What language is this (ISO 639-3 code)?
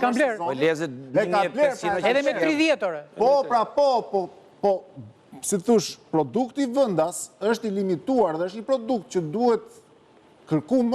sqi